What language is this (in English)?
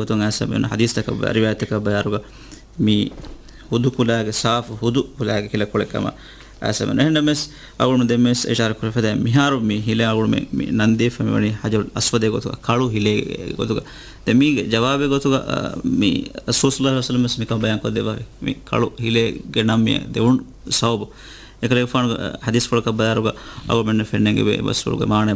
Divehi